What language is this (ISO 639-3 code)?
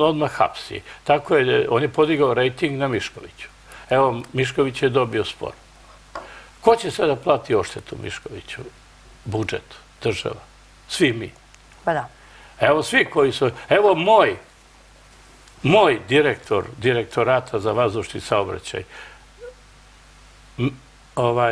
srp